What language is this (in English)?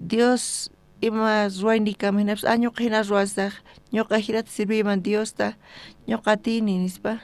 South Bolivian Quechua